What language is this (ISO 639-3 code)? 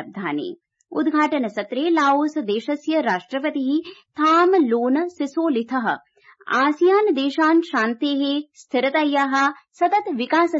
san